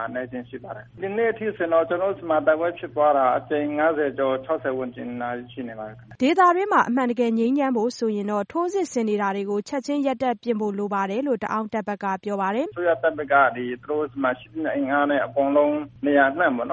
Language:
Burmese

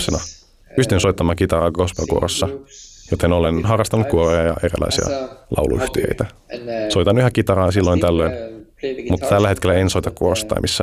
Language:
Finnish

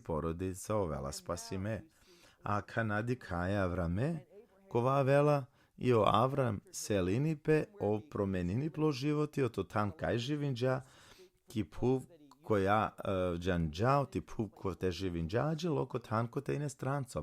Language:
Balkan Romani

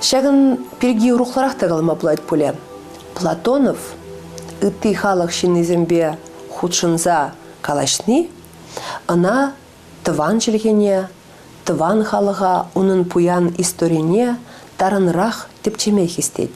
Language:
Chuvash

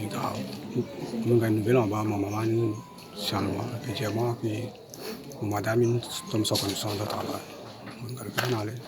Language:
Morisyen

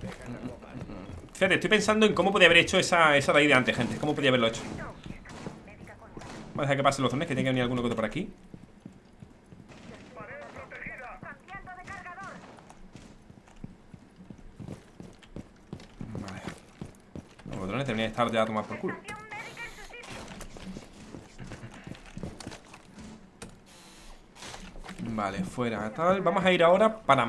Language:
Spanish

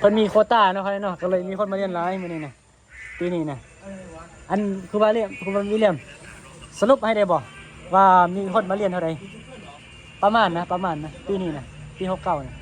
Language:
Northeastern Thai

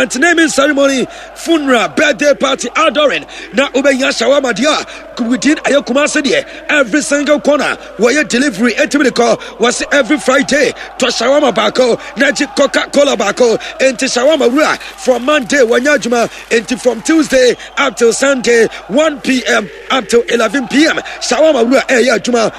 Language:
Akan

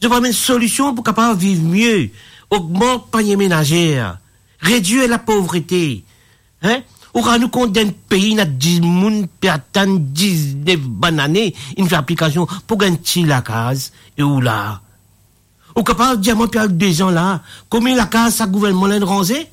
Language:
Morisyen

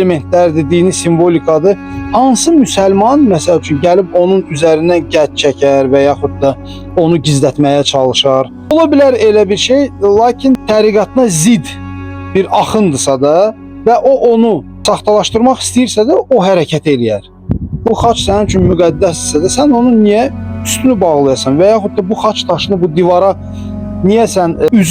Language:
Azerbaijani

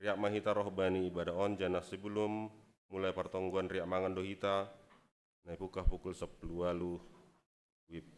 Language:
Batak Simalungun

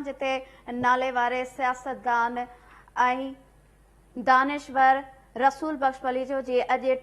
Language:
Sindhi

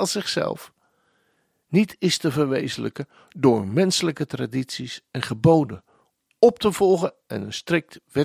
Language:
Dutch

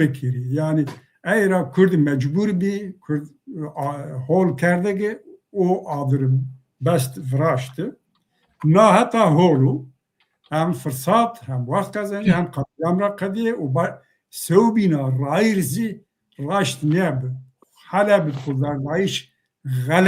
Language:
Zaza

